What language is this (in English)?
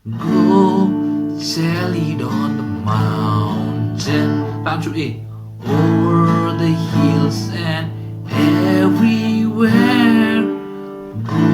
Khasi